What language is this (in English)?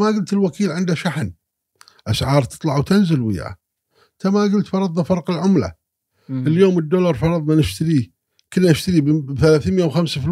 Gulf Arabic